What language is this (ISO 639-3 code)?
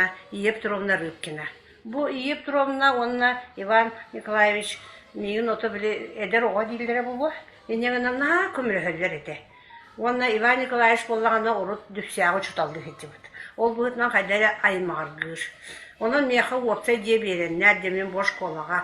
sah